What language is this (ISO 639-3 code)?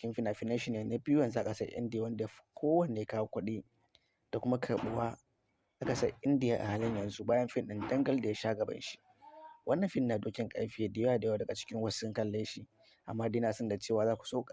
hau